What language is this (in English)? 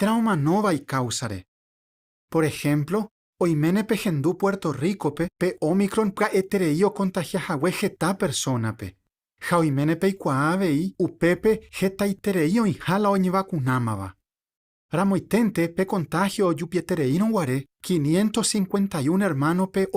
Guarani